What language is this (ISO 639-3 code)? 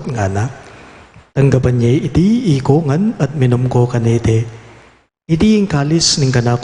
pam